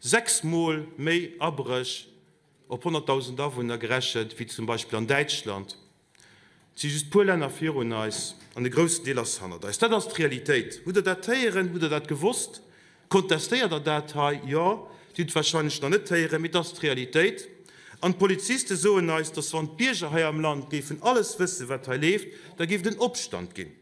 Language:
Luxembourgish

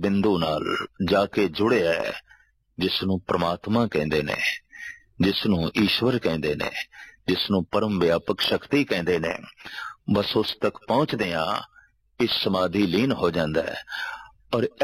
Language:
Punjabi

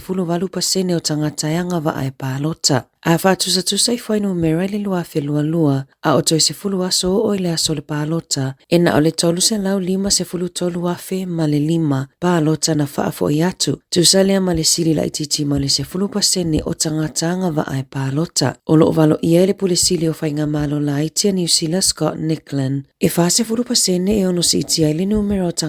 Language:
Samoan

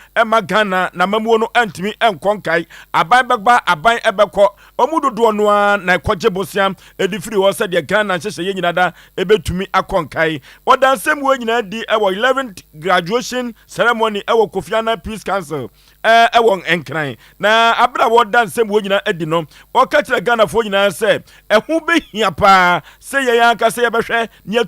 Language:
Akan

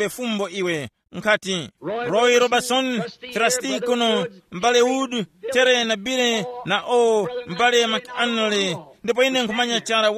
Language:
Tumbuka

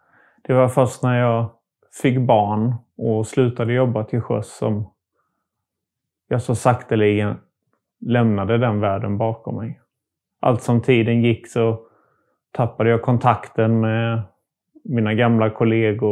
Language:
Swedish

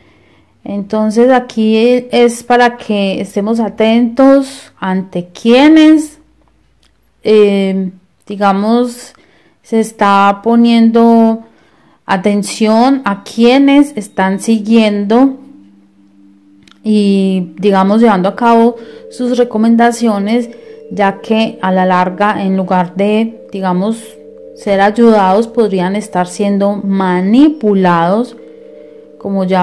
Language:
Spanish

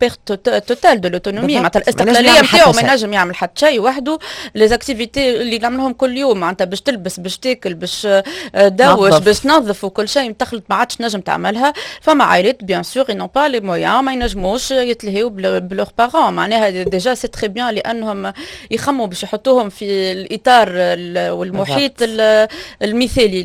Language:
Tunisian Arabic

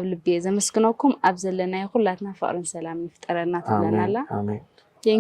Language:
Tigrinya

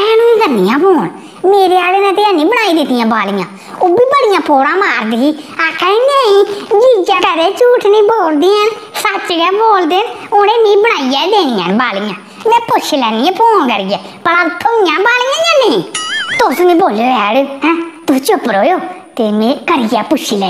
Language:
Dogri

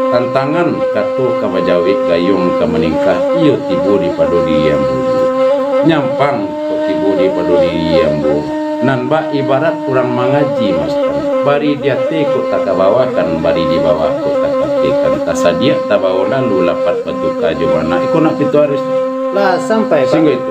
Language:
Minangkabau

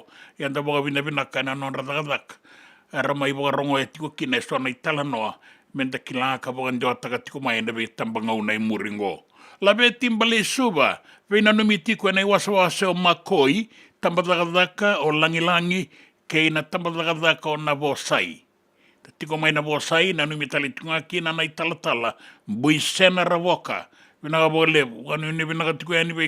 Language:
Fijian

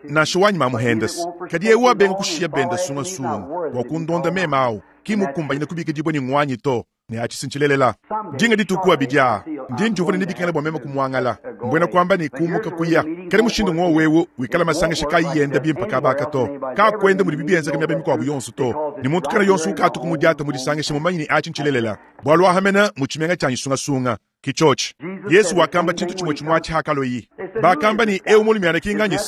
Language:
Luba-Lulua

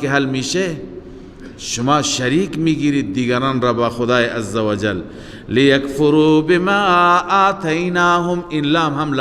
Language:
Persian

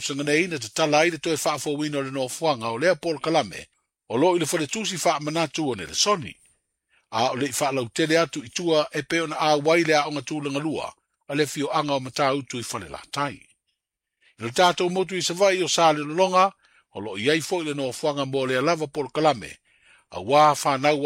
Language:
Samoan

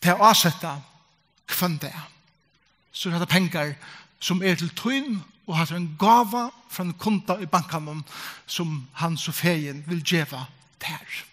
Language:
Faroese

